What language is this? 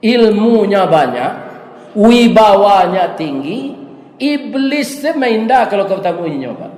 Minangkabau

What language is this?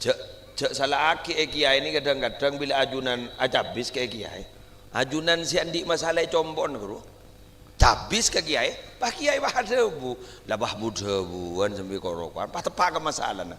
Madurese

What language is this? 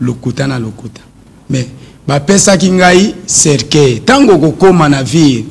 Lingala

